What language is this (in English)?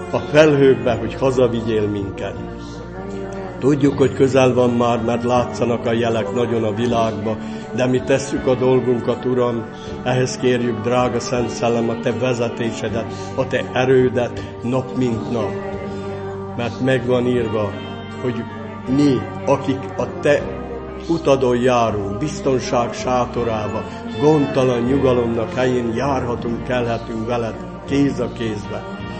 Hungarian